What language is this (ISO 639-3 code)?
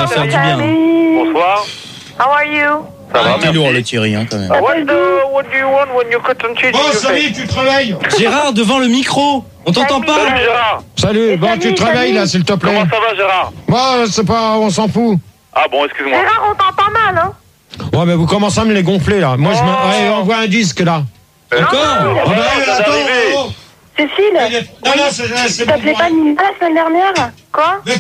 fra